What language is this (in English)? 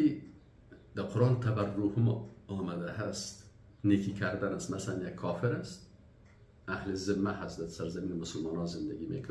Persian